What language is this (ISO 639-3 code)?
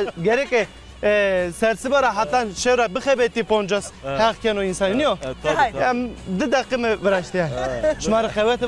zza